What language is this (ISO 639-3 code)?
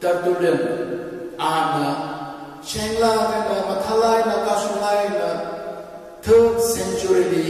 nmf